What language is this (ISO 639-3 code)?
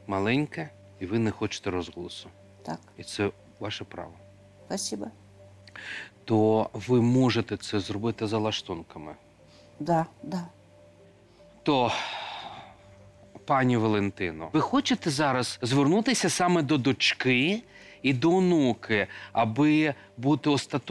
ukr